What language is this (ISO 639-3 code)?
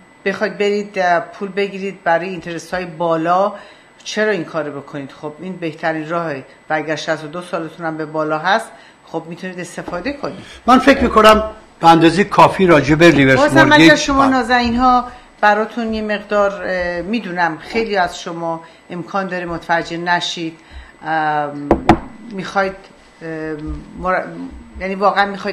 fas